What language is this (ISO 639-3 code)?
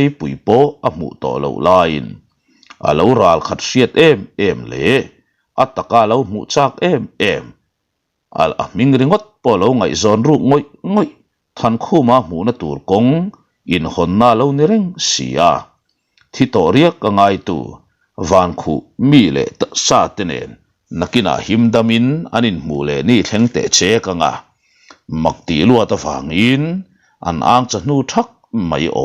lus